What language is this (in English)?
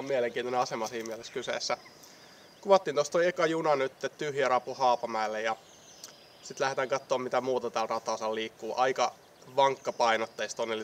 Finnish